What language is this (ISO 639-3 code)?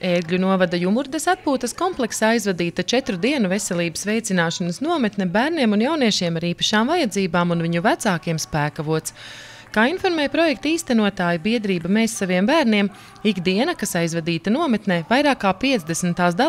lav